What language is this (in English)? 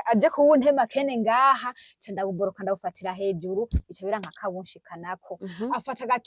Rundi